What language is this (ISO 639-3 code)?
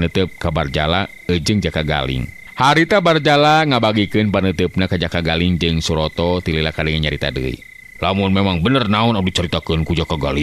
sun